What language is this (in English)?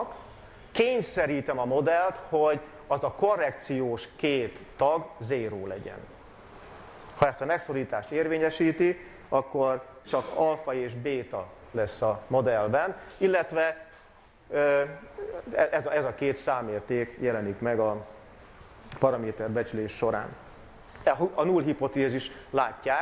Hungarian